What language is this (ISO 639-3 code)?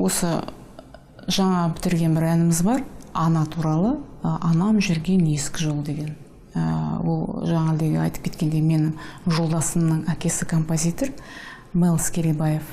kaz